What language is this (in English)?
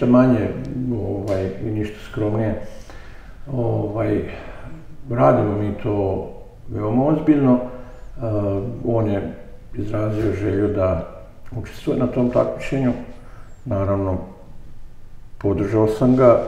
Serbian